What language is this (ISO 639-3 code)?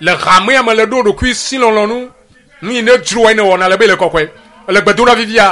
ewe